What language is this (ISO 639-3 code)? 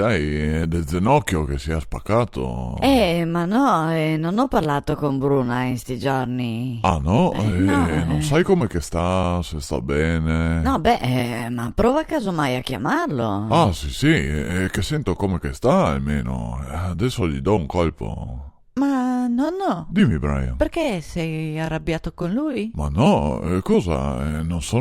vec